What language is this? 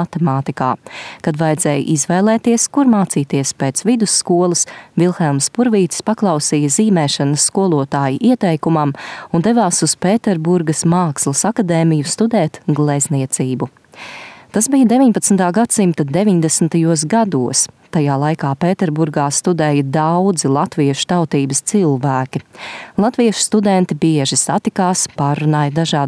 Latvian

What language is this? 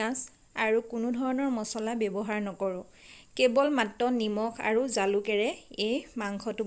Assamese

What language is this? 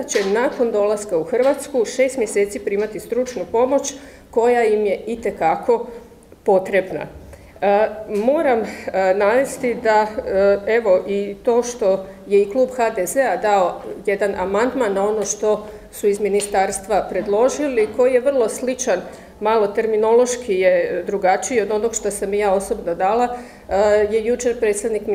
Croatian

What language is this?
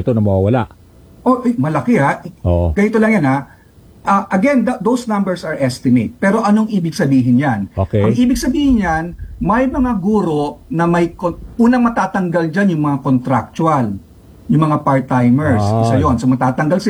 Filipino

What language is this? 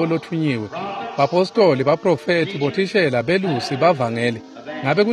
Swati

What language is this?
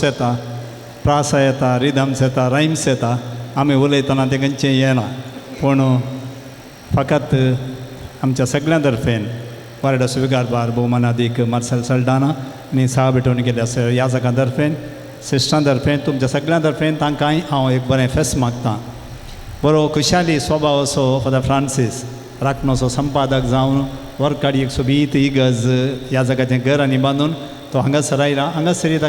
Konkani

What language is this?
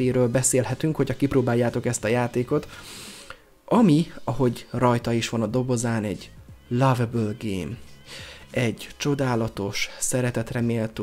Hungarian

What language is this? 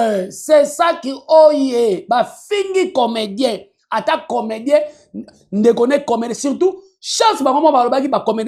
Lingala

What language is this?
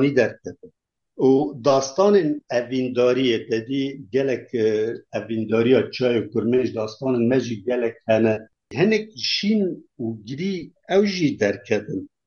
Kurdish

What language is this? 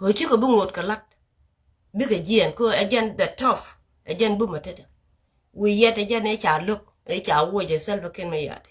Nuer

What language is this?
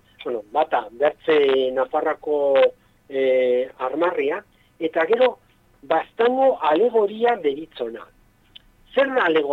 Basque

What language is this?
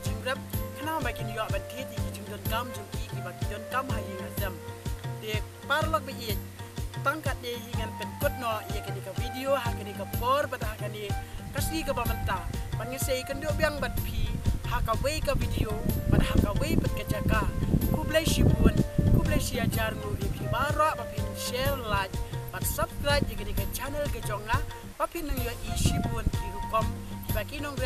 Khasi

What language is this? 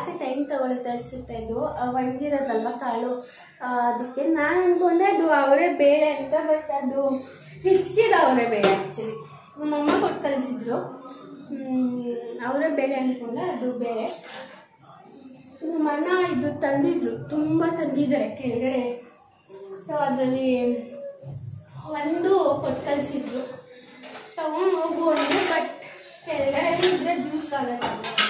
Kannada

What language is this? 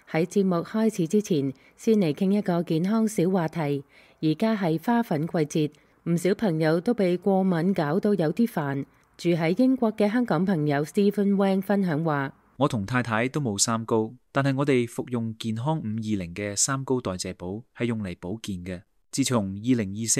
Cantonese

